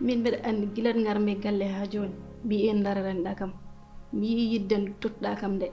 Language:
Fula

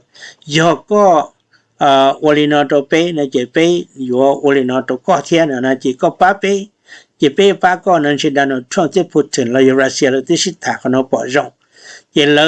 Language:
Hmong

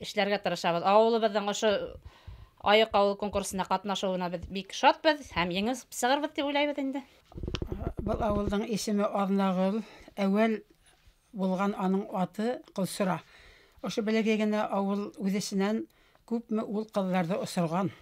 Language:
Bashkir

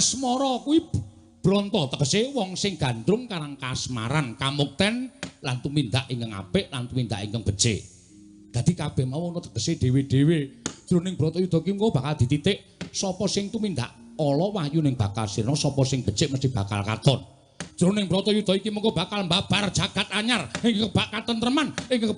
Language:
Javanese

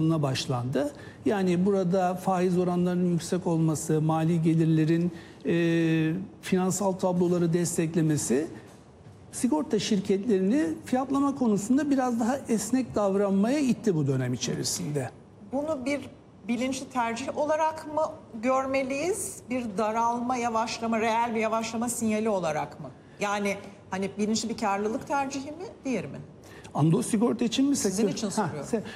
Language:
Turkish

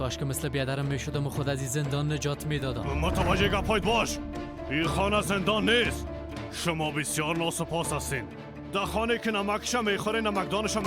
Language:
Persian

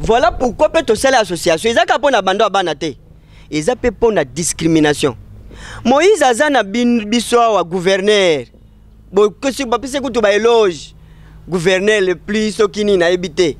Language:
Lingala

